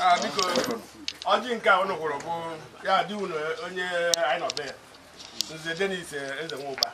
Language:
Igbo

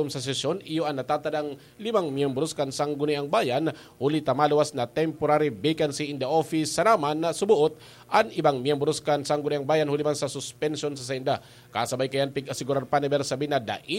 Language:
Bikol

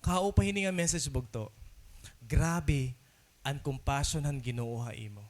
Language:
Waray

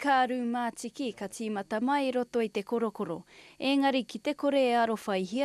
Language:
Māori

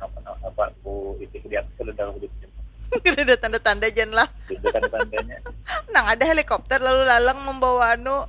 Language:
Banjar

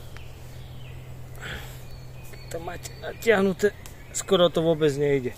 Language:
Slovak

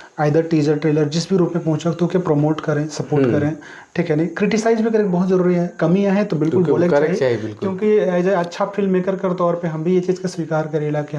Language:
Sadri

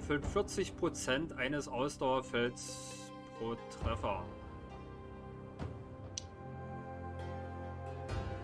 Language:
German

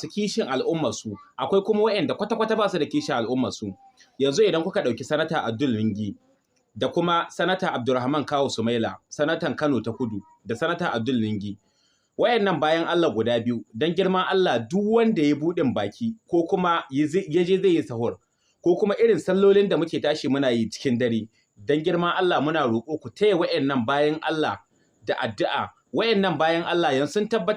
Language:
Hausa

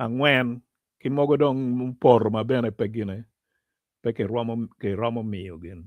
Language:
Acoli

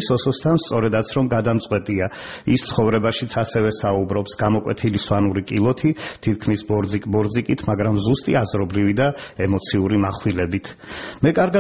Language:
Georgian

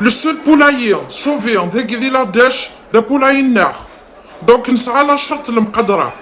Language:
Kabyle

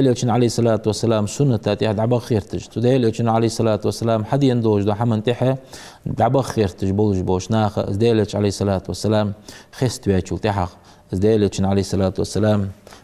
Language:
Ingush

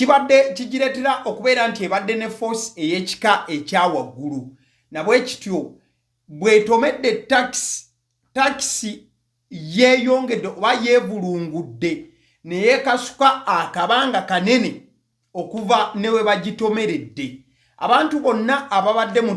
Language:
Ganda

